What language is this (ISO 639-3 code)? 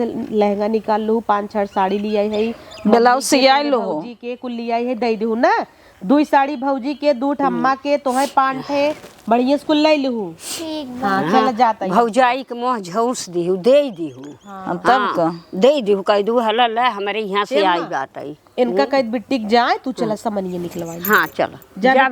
awa